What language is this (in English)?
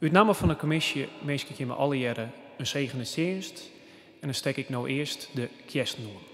Western Frisian